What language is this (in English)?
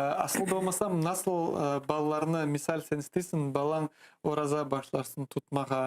Crimean Tatar